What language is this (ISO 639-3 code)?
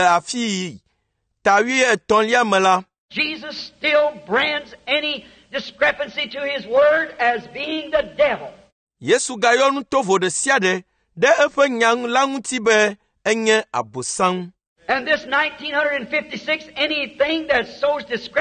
ewe